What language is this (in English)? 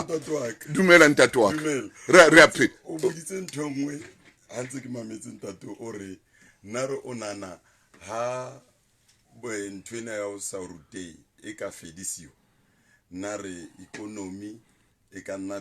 Southern Sotho